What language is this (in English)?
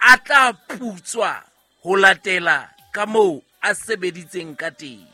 Southern Sotho